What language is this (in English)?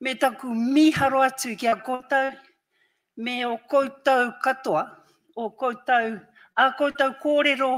Māori